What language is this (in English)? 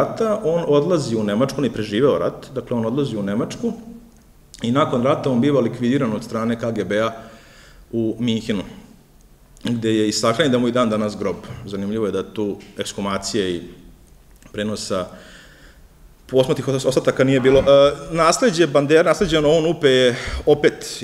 Serbian